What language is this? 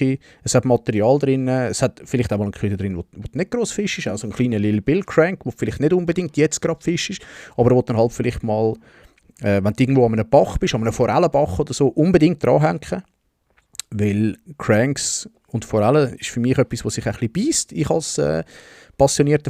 Swiss German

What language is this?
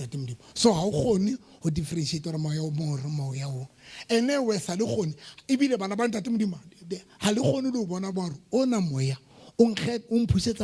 Southern Sotho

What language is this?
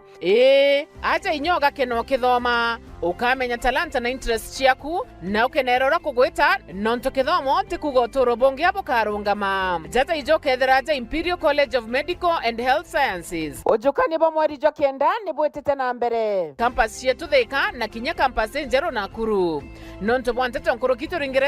Meru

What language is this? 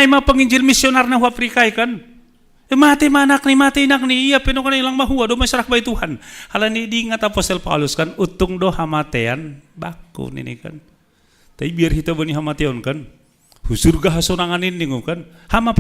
Batak Simalungun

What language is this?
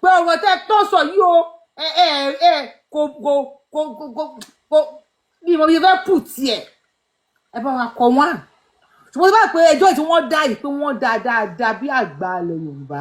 Yoruba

